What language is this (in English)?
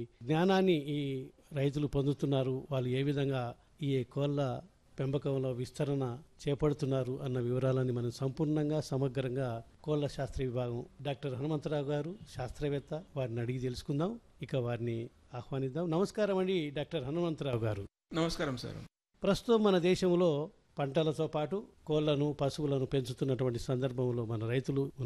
Telugu